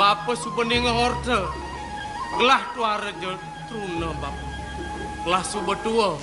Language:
Balinese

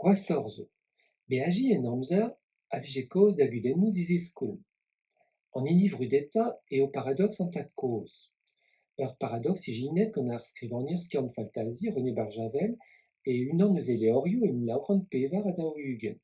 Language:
Breton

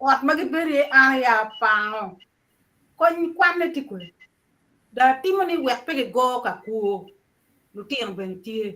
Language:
Acoli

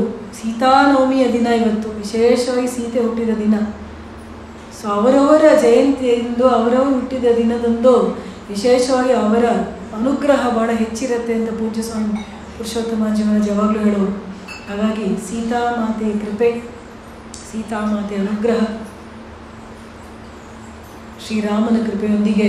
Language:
Kannada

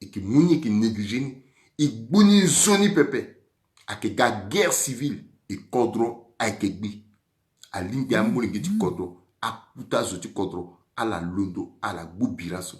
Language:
Sango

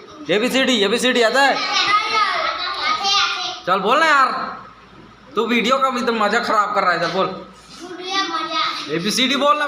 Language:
Chhattisgarhi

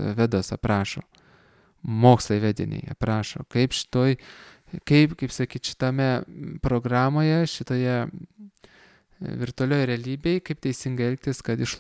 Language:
Lithuanian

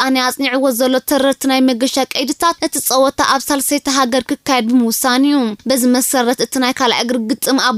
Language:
Tigrinya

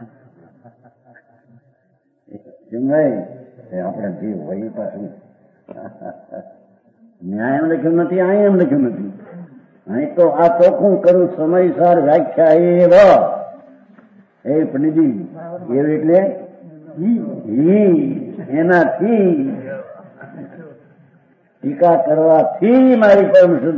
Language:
Gujarati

